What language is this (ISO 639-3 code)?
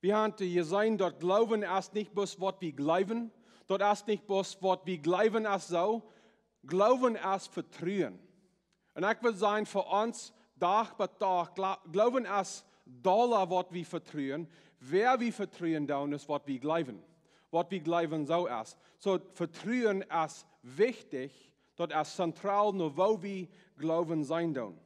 pdt